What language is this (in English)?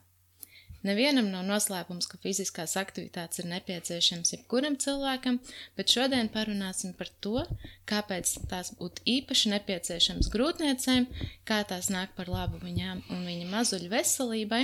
Latvian